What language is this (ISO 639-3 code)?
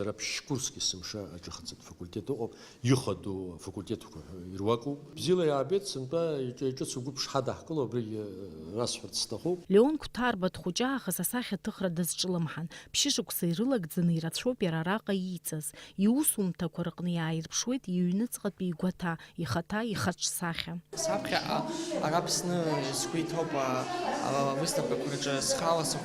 abk